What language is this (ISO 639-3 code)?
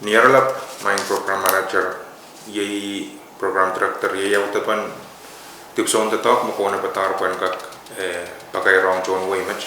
pon